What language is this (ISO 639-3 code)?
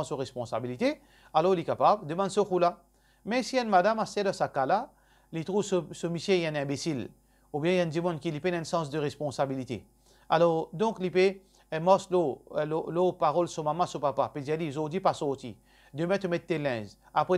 mfe